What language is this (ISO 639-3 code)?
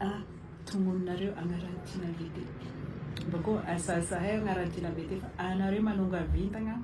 mlg